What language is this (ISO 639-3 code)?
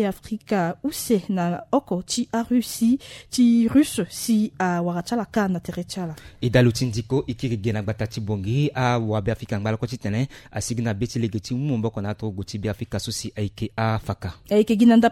sag